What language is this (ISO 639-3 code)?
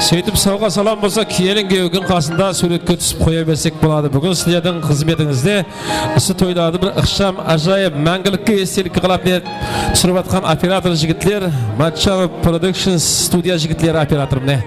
kaa